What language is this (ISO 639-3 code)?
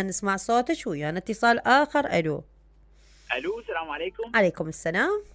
acm